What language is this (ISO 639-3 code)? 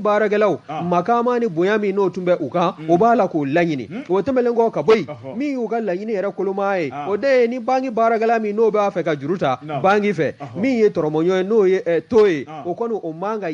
bam